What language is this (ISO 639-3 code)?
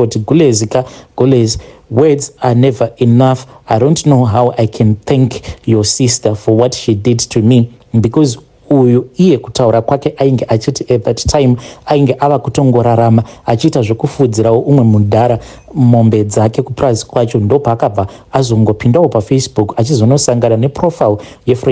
sna